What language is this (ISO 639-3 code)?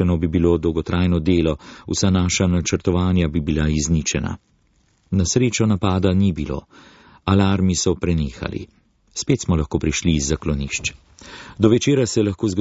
slv